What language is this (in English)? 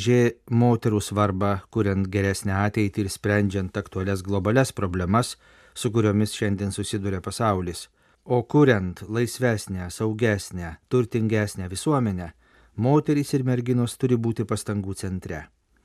Lithuanian